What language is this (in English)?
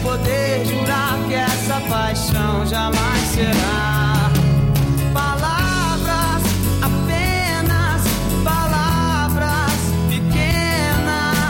Portuguese